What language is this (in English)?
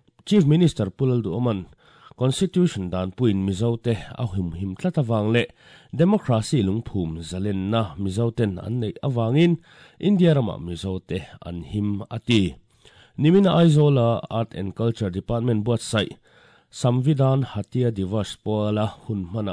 Mizo